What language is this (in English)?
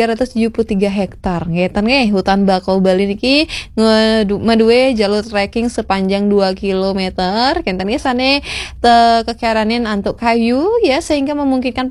Balinese